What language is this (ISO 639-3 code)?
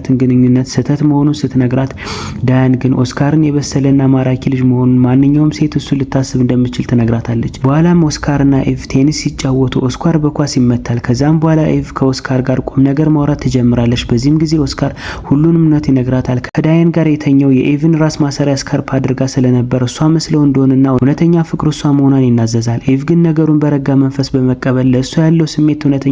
amh